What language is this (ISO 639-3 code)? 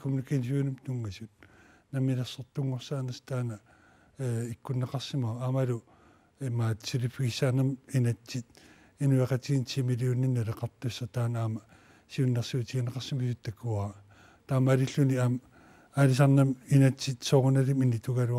kal